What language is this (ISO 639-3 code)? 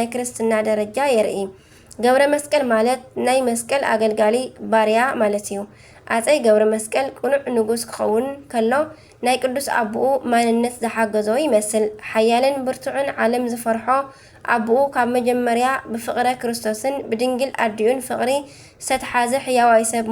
tir